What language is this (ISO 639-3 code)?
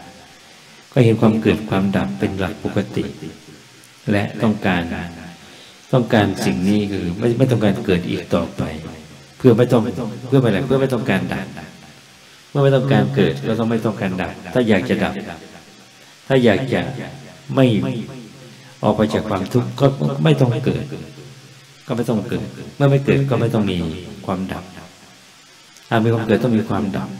tha